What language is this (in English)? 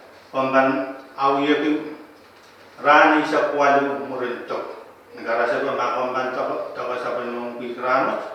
Pohnpeian